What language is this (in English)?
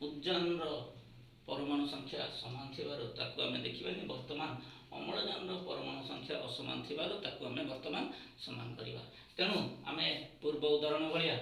Odia